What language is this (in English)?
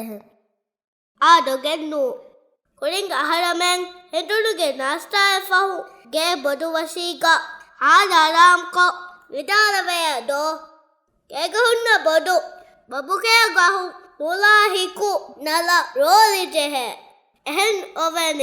Divehi